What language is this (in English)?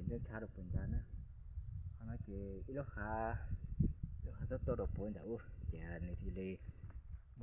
Hmong